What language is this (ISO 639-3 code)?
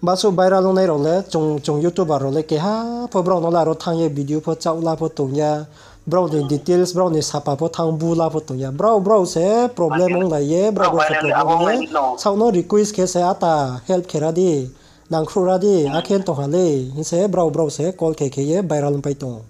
ria